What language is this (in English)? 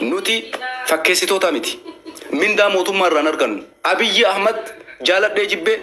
Oromo